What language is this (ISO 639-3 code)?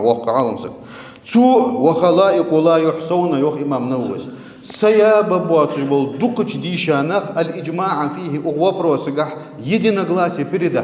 inh